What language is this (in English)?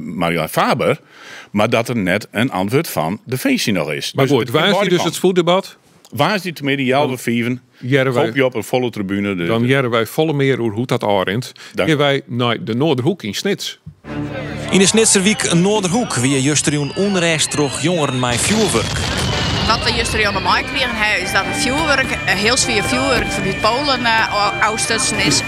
Western Frisian